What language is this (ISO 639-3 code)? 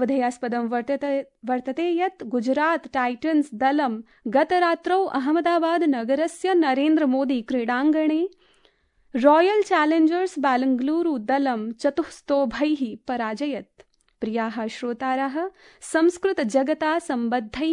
san